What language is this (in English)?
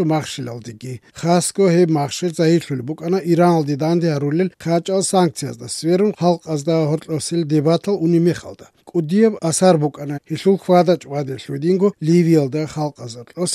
Avaric